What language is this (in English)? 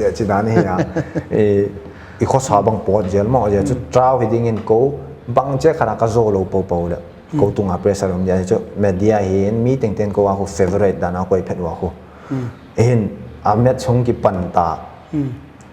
Paite Chin